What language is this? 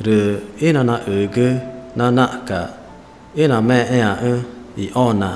Ticuna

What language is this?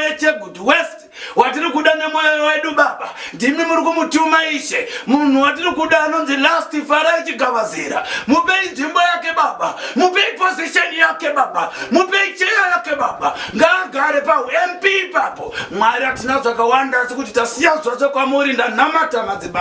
Shona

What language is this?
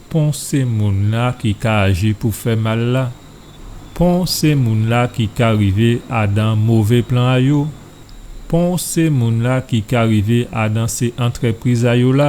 Guadeloupean Creole French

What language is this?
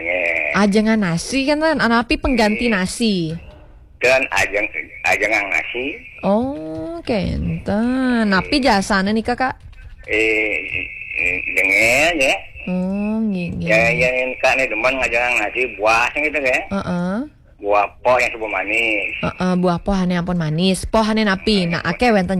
Balinese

